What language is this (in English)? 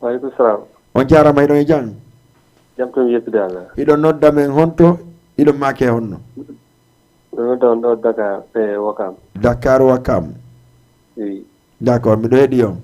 Fula